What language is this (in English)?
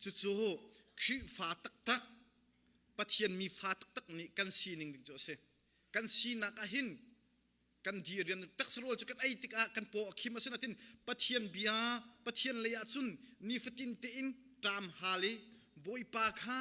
Hakha Chin